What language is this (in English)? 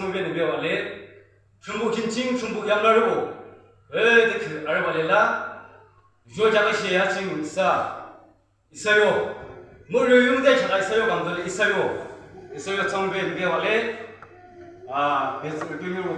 Yimchungru Naga